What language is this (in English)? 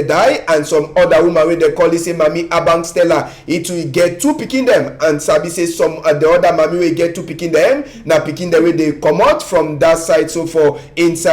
Cameroon Pidgin